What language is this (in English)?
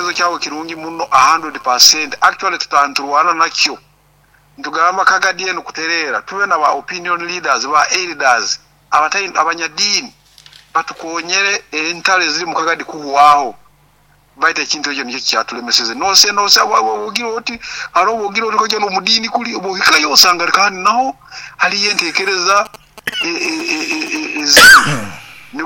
Nyoro